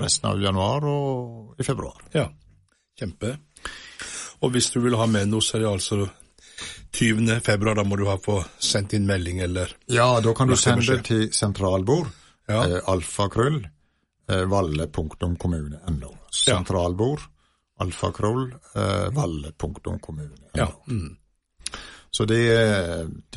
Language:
Norwegian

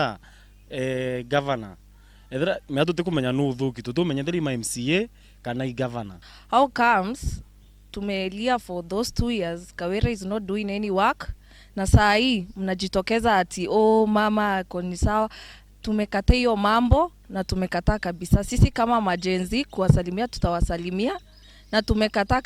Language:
Meru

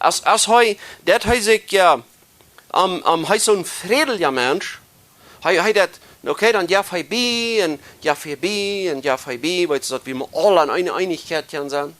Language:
Plautdietsch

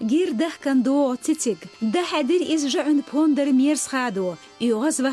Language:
Chechen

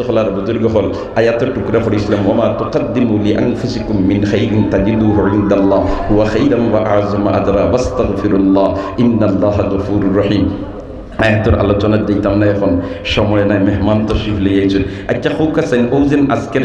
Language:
Sylheti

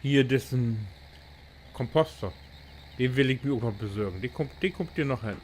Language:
Low German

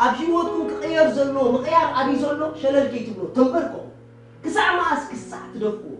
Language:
Tigrinya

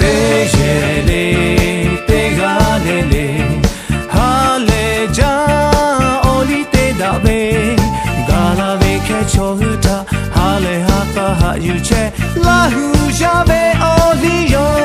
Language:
Lahu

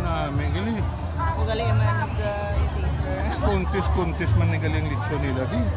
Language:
Hiligaynon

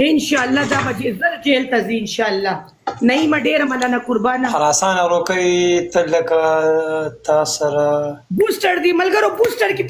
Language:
Pashto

